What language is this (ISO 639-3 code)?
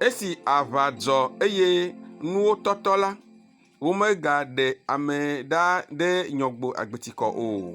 ewe